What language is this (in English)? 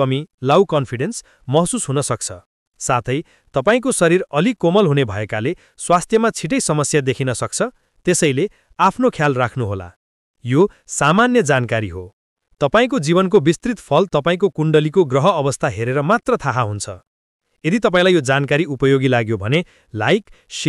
Nepali